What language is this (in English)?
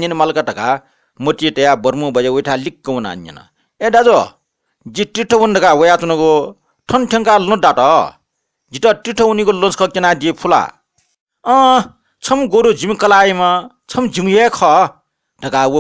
Newari